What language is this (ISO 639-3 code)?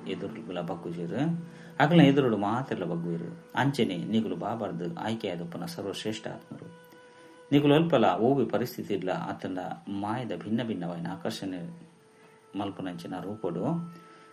tcy